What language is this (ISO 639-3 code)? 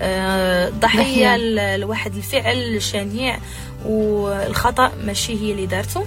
ary